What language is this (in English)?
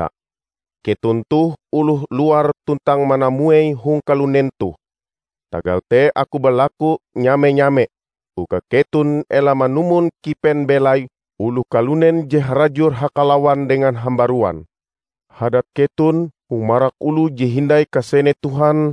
Ngaju